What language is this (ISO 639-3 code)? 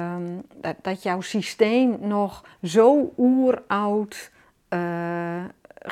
nld